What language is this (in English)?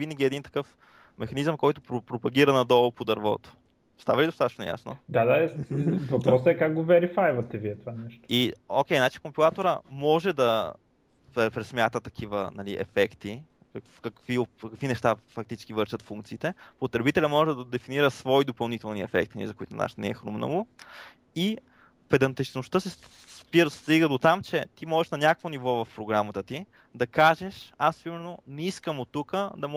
Bulgarian